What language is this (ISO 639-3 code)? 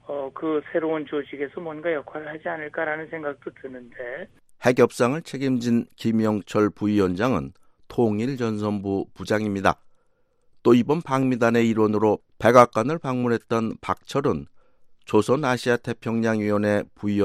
kor